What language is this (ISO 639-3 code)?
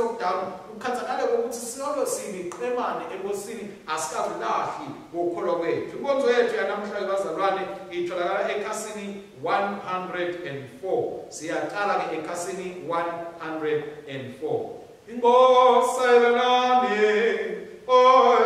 ssw